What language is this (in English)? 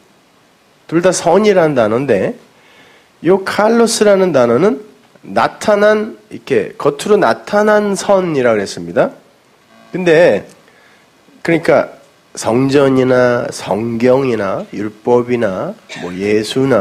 Korean